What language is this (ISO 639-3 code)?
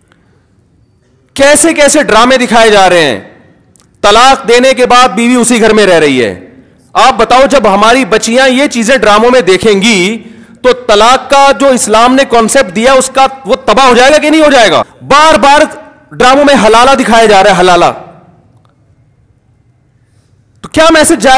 urd